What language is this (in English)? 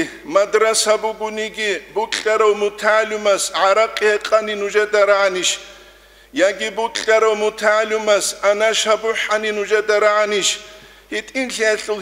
Avaric